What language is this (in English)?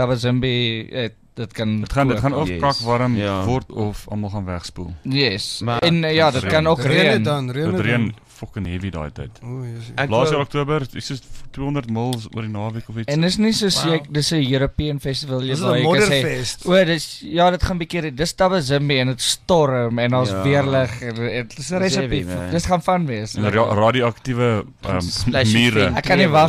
Afrikaans